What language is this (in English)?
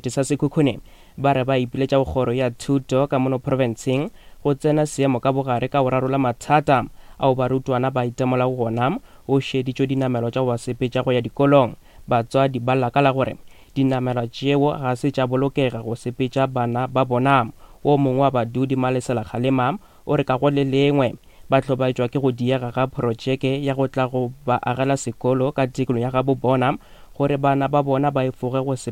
Northern Sotho